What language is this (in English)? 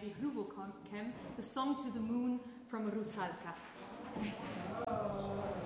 Danish